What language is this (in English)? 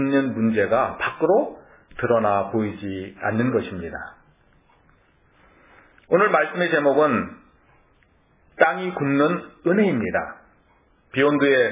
Korean